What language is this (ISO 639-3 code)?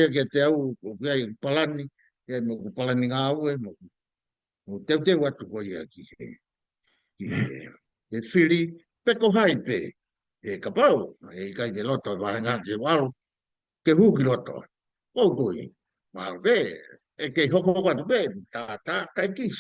ton